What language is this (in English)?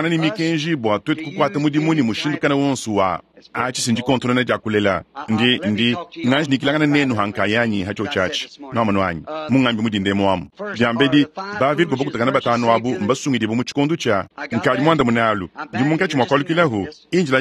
Luba-Lulua